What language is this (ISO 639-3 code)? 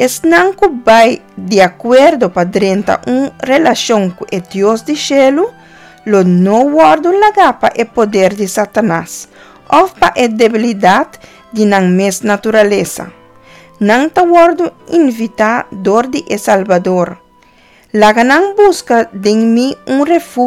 pap